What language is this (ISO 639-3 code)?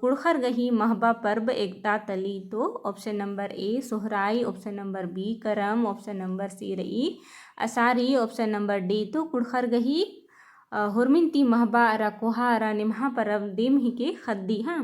kru